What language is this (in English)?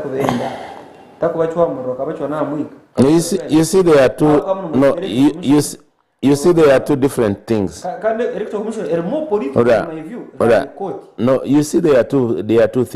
Nyankole